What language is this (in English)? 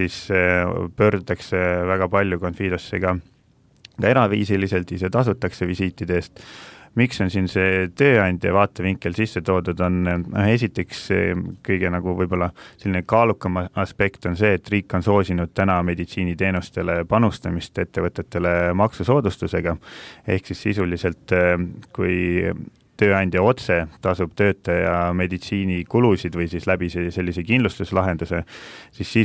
Estonian